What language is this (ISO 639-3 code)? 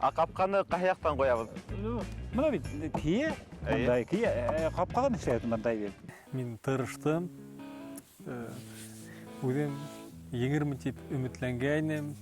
bak